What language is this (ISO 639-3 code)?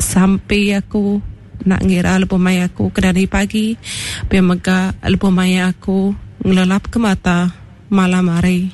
iba